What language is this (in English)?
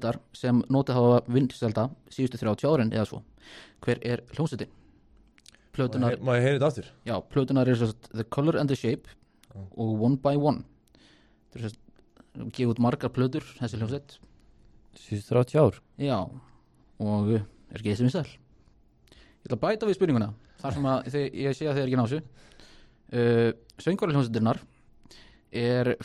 Icelandic